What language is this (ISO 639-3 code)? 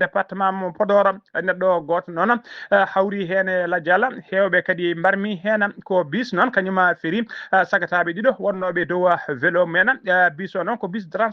ful